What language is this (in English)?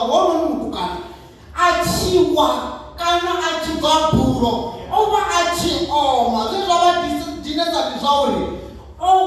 Venda